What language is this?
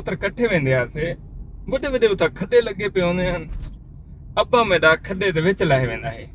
Saraiki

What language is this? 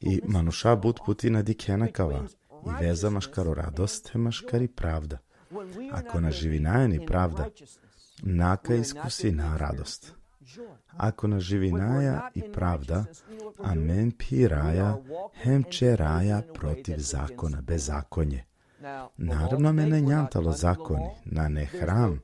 Balkan Romani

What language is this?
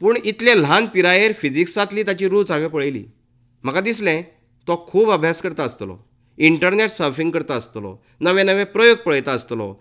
Konkani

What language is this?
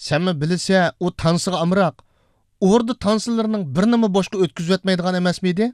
Uyghur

